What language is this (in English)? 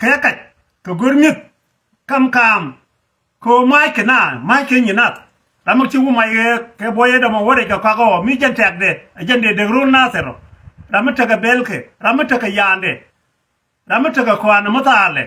Nuer